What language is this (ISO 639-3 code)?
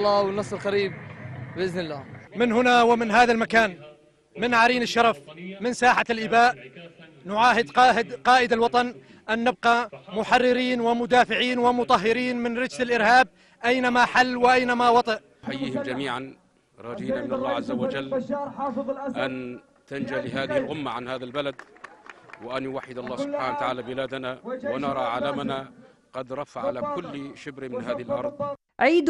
ara